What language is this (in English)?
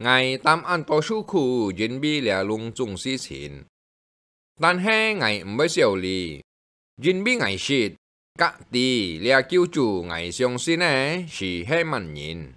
Hakka Chinese